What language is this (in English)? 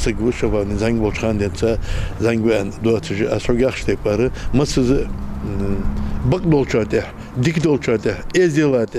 Ingush